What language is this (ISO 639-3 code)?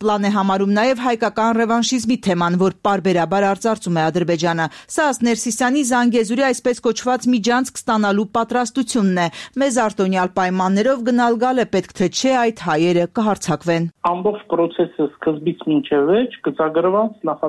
hye